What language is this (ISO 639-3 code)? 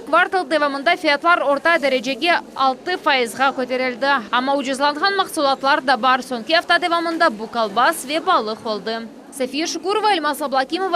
crh